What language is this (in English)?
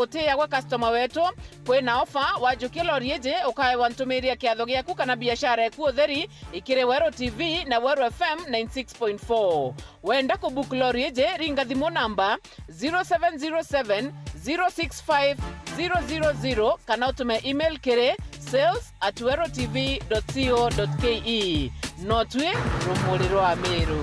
Meru